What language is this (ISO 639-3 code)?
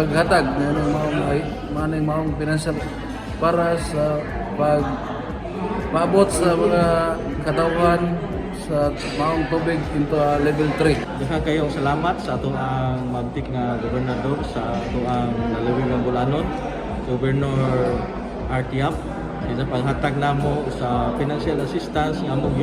ceb